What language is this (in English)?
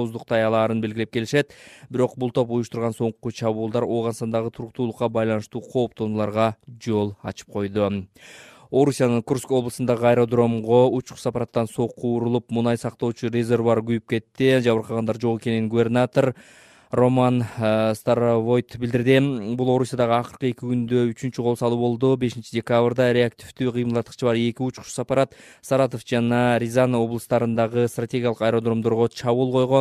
Kyrgyz